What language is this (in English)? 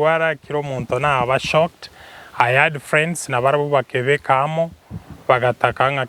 Gusii